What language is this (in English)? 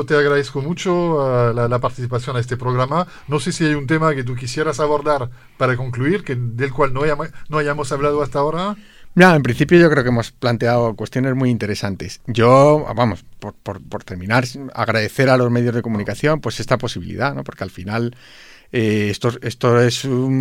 Spanish